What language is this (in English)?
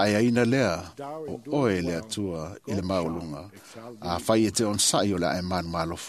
Samoan